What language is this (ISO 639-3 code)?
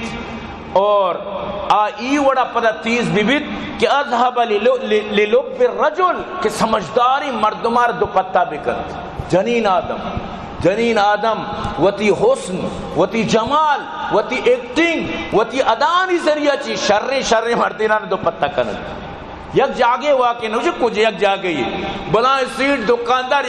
bal